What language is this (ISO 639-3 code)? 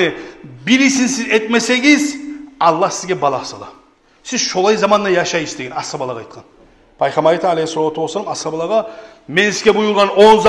kum